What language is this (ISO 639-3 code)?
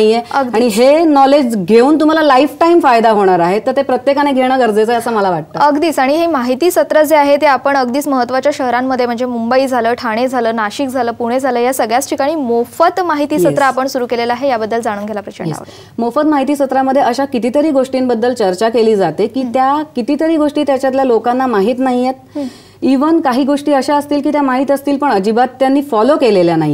mar